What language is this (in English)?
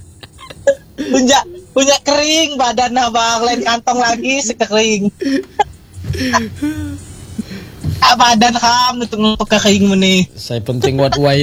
Indonesian